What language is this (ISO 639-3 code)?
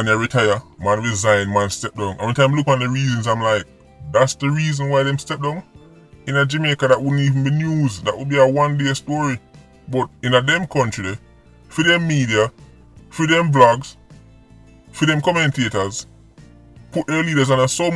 jam